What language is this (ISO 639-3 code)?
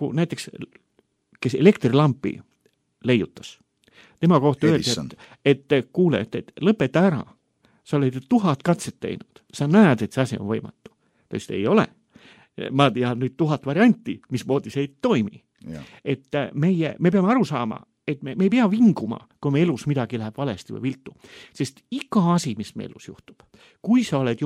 est